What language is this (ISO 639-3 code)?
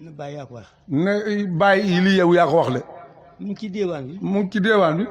wol